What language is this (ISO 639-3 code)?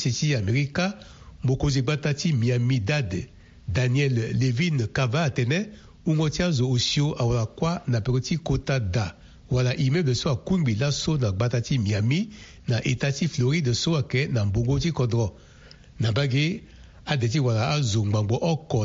sag